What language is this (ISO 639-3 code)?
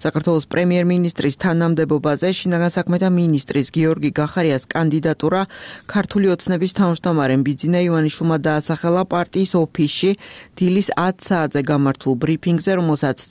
kat